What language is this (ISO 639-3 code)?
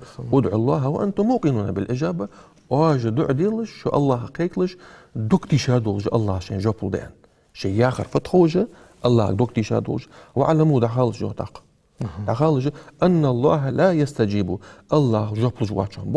inh